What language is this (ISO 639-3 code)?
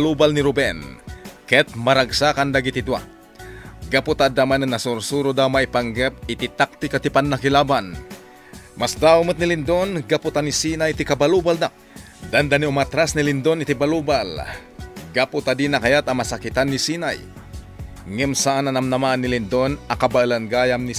ilo